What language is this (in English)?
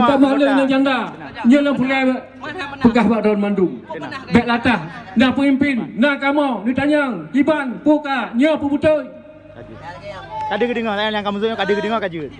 Achinese